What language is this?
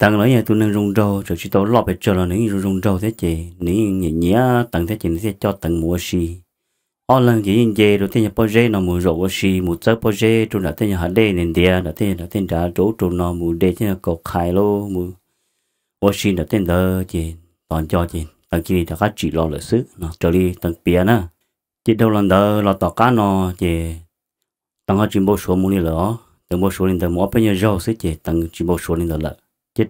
Hmong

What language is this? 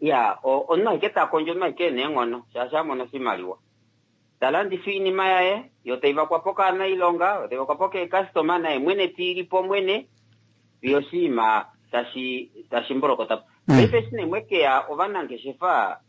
Kuanyama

